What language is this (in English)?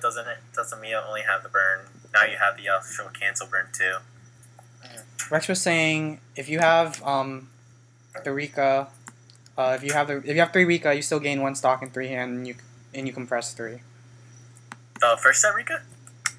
English